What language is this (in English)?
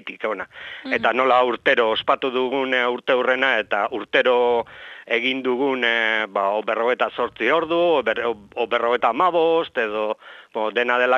Basque